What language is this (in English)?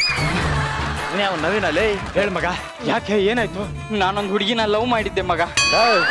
Kannada